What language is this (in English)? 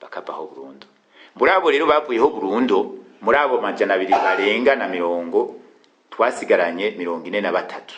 Rundi